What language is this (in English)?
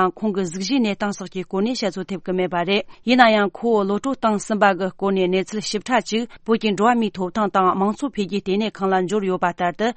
Tibetan